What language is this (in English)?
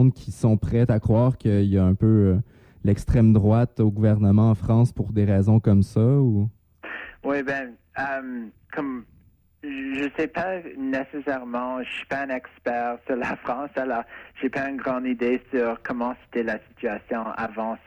French